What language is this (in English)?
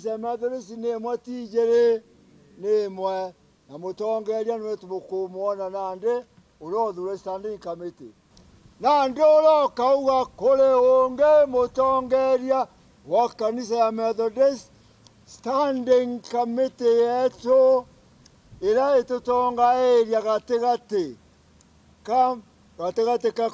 Meru